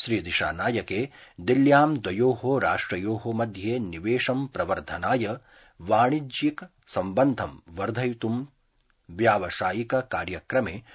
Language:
Sanskrit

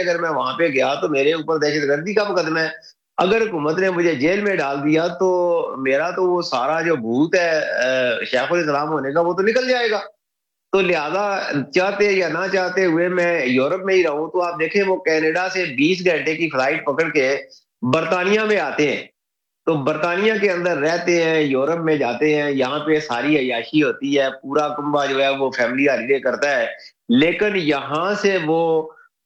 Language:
Urdu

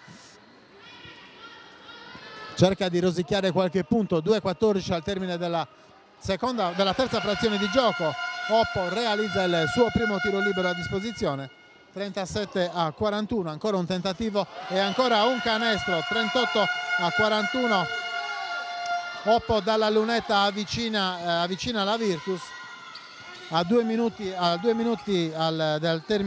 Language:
Italian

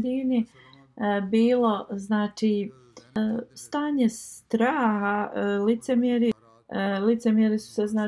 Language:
Bosnian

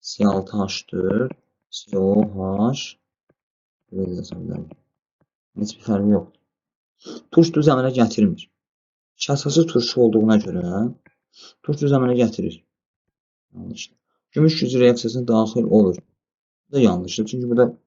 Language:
Azerbaijani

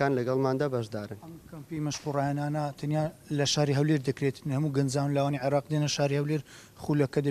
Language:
Central Kurdish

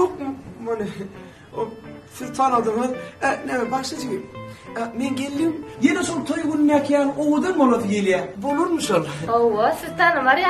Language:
Turkmen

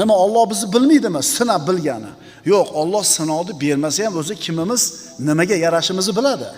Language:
Uzbek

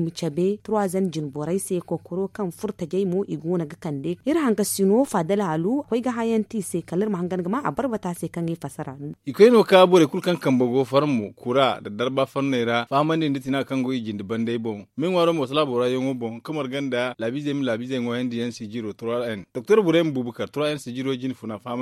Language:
Zarma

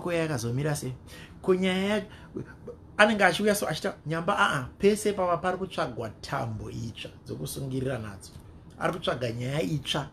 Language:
Shona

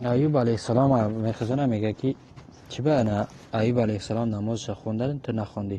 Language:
Tajik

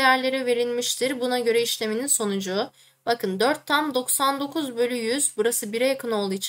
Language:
Turkish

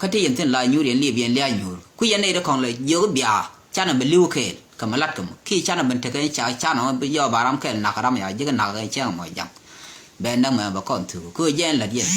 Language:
Nuer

